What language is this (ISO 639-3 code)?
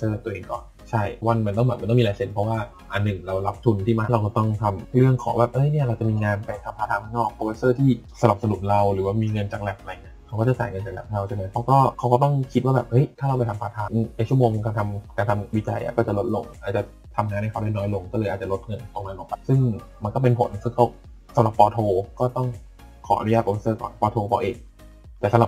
tha